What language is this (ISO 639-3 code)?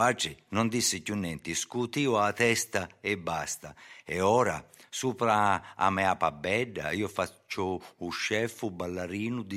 ita